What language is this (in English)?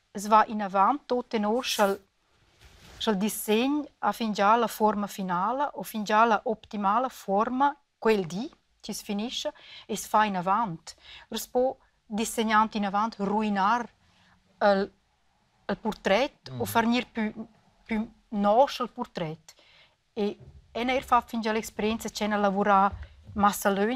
Romansh